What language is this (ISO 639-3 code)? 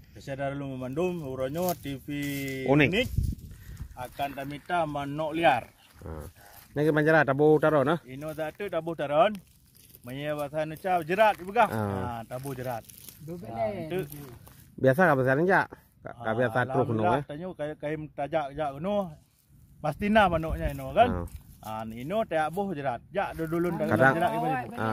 ace